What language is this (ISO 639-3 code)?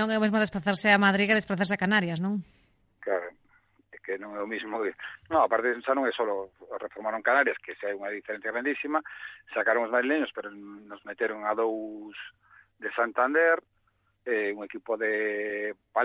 glg